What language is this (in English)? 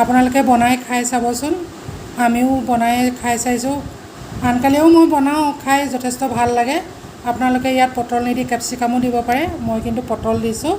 Assamese